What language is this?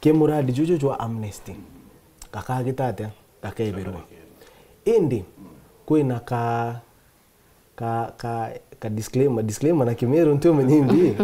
Meru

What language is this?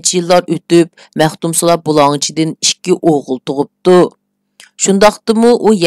Uyghur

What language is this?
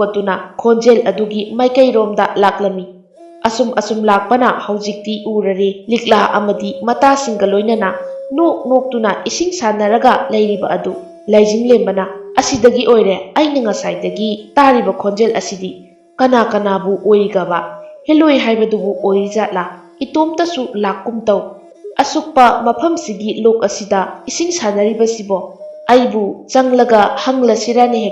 Manipuri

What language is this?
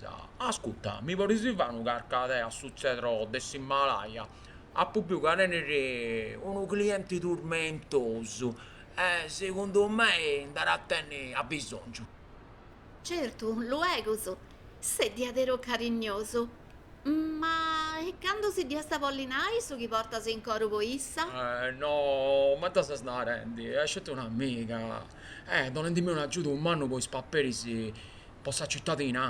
Sardinian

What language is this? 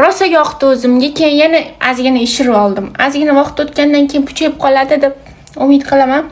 Uzbek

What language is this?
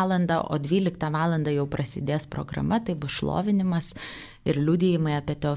Lithuanian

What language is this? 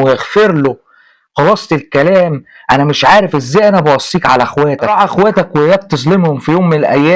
Egyptian Arabic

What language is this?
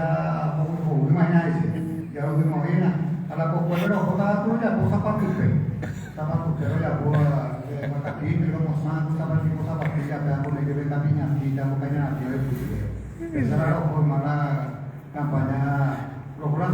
Guarani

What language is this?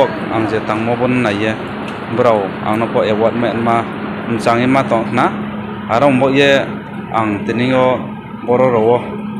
Riang (India)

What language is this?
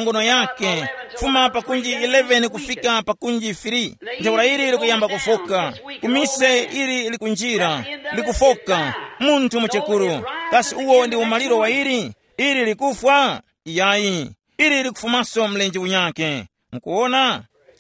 Tumbuka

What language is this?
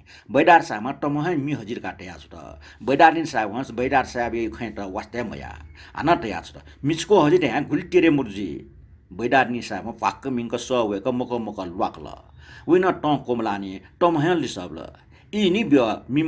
Newari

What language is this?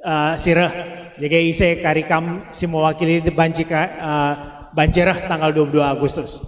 Batak Karo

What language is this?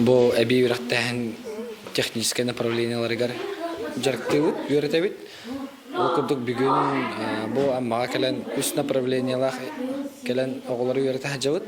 Yakut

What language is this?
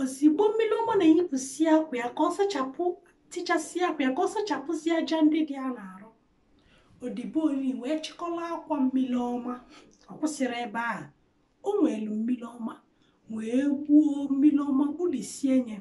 Igbo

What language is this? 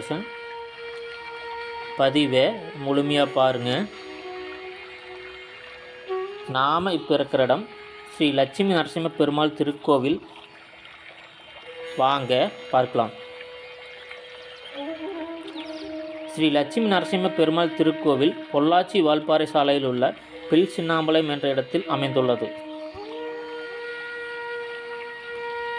Tamil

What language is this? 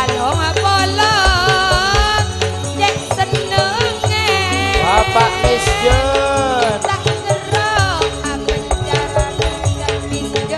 Madurese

